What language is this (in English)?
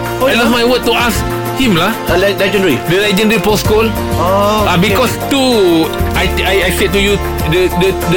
Malay